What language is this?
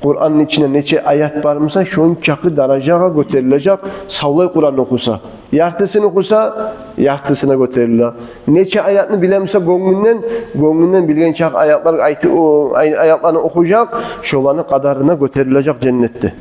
Kumyk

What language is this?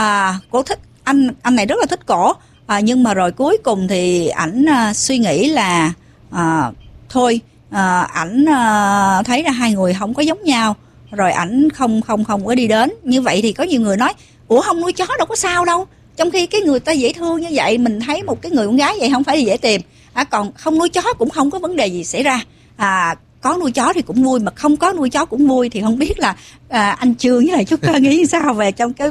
Vietnamese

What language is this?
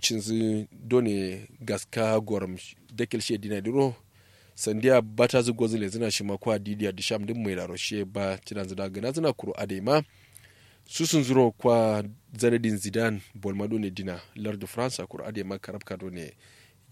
Kanuri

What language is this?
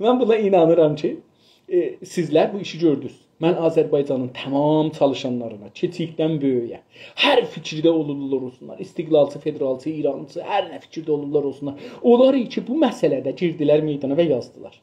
South Azerbaijani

